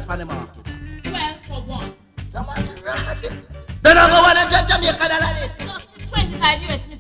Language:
Jamaican Creole English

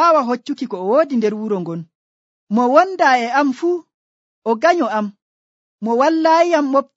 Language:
Nigerian Fulfulde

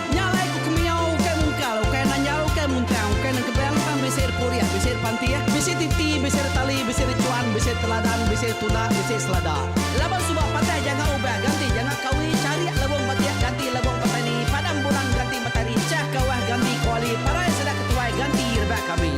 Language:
Iban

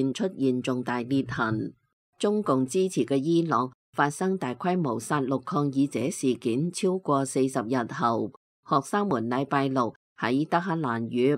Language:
Cantonese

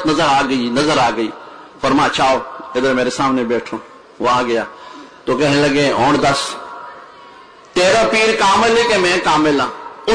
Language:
Urdu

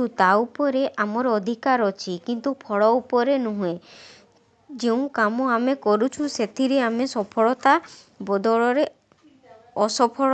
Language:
Odia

